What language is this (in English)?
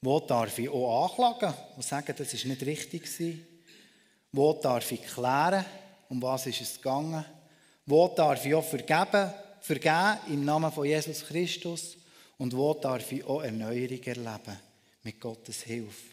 Swiss German